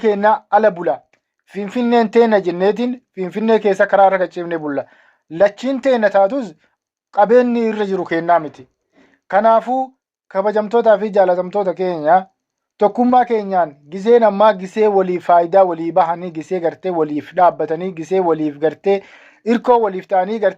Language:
Oromo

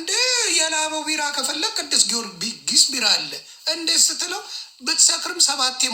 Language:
Amharic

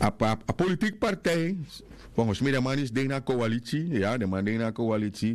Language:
Sranan Tongo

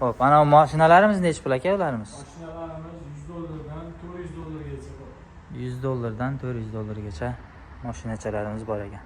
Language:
Uzbek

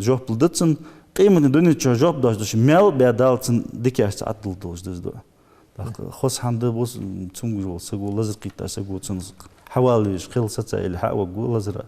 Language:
Ingush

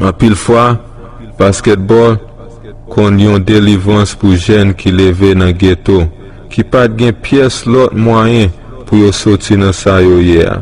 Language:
Haitian Creole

